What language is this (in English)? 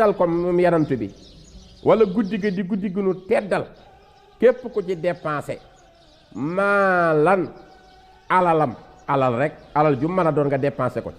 Wolof